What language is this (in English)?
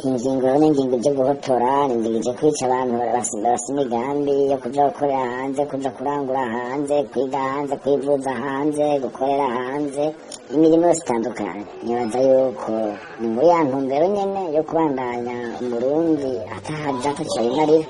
Rundi